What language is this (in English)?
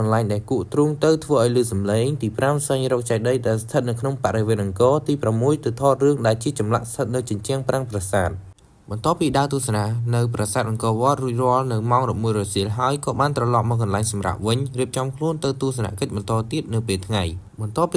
Khmer